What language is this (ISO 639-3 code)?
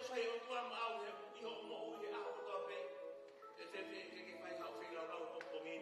ton